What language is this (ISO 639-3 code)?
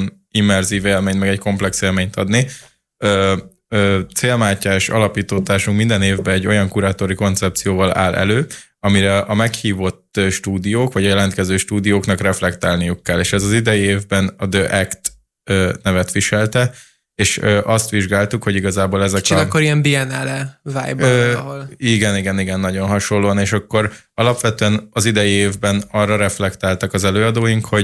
hun